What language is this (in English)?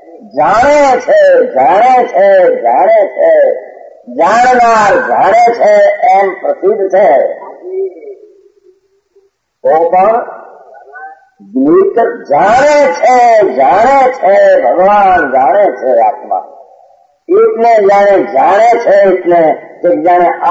Gujarati